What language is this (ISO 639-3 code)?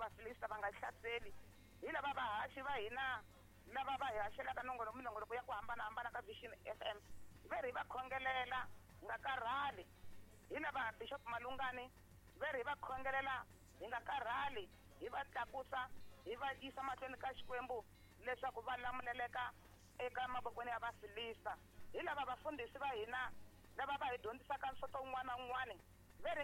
tso